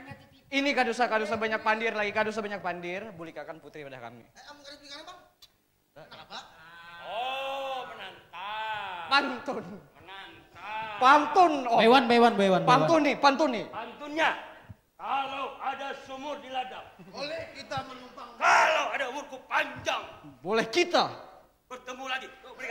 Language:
Banjar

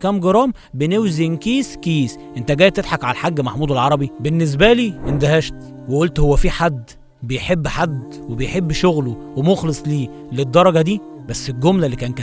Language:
Egyptian Arabic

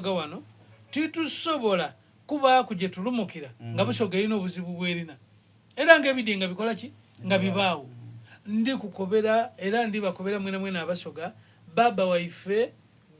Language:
Soga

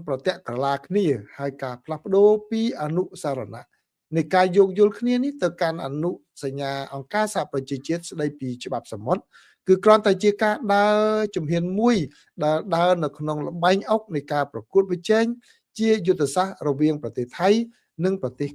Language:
Khmer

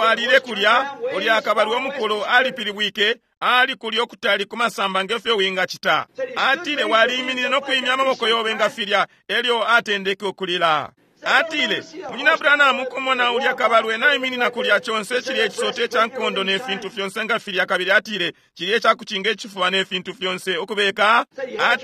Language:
Bemba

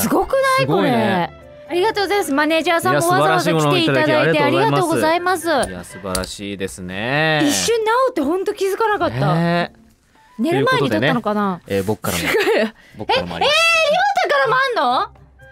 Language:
Japanese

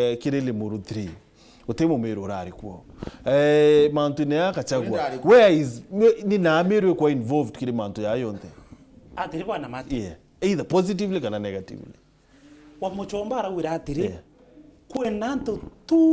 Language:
Meru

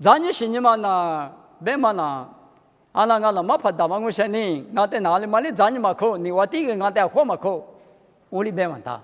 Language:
Lisu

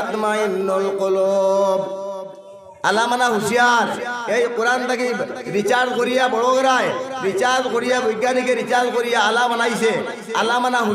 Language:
Sylheti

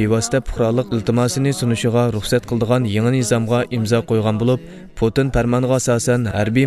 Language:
Uyghur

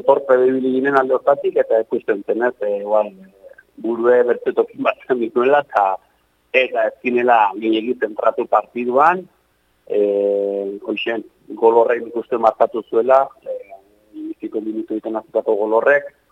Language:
Basque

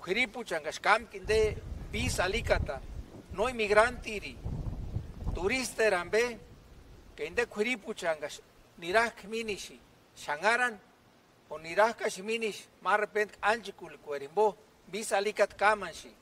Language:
Purepecha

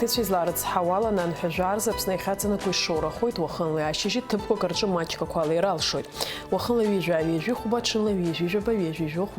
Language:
Abkhazian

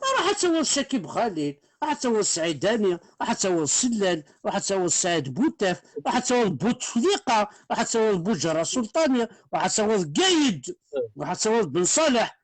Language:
Kabyle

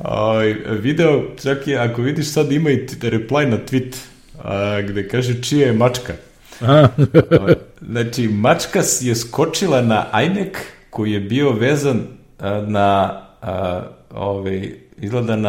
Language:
Serbian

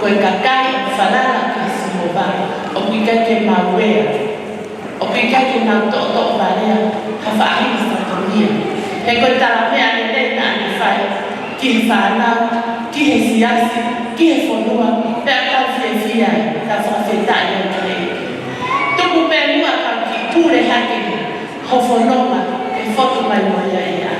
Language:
Tongan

